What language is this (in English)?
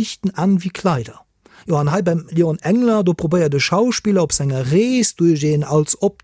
Luxembourgish